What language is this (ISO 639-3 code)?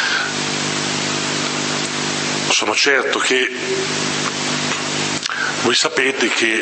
ita